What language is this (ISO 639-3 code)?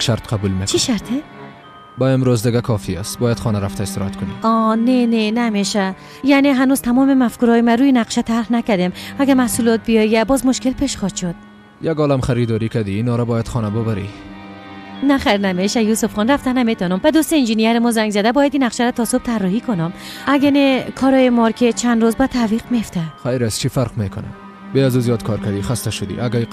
fas